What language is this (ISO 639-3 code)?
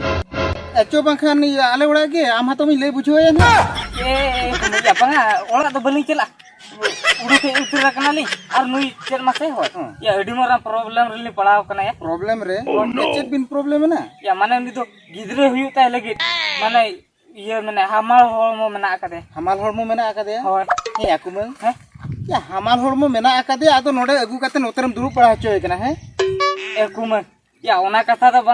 sat